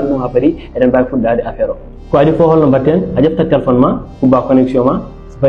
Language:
Fula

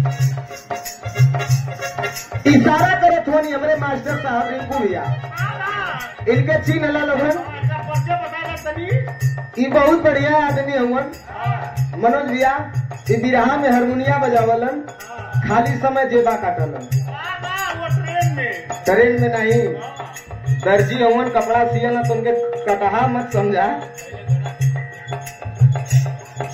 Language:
Bhojpuri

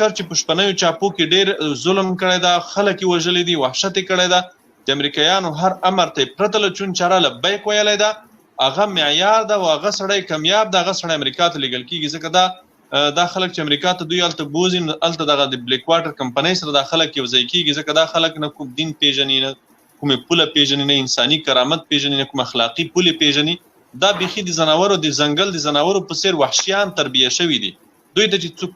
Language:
Pashto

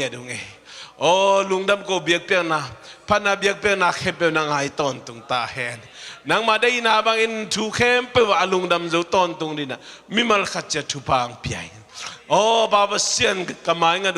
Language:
Tedim Chin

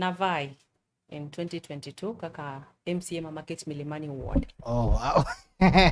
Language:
Luo (Kenya and Tanzania)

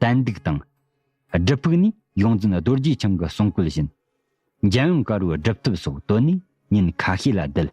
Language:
Tibetan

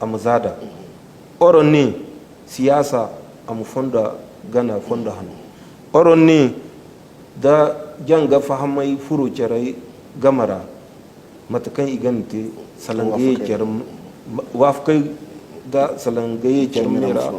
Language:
Zarma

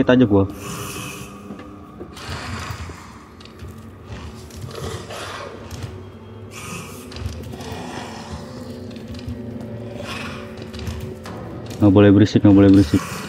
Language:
Indonesian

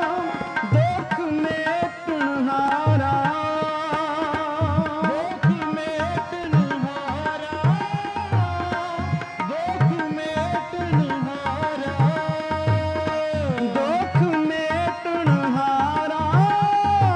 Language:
Hindi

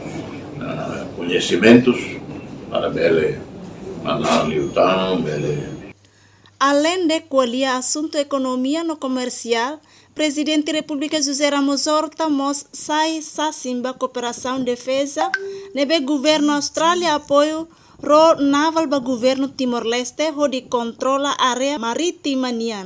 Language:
Tetum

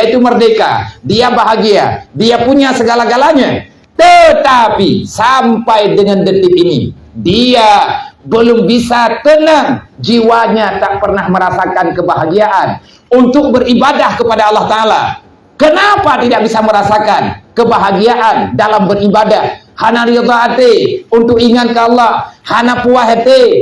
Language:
Achinese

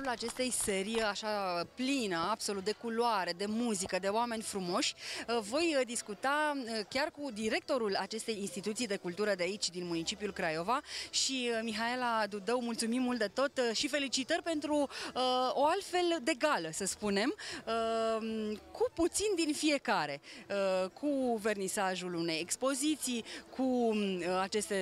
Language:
Romanian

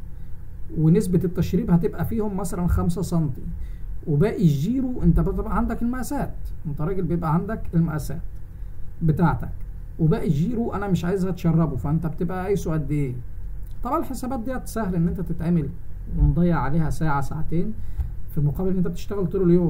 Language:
Egyptian Arabic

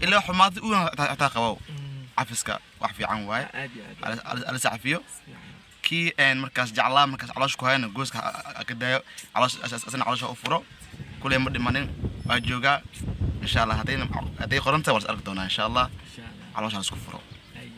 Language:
Somali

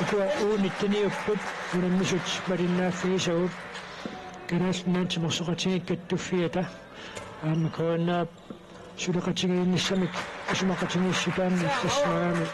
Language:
Kalaallisut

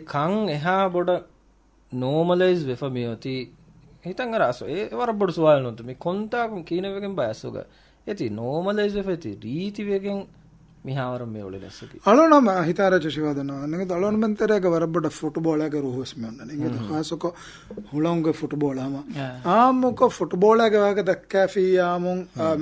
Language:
Divehi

